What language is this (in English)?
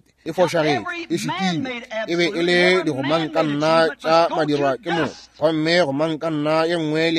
Northern Sotho